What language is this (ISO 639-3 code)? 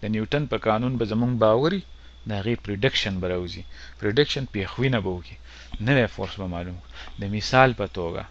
pus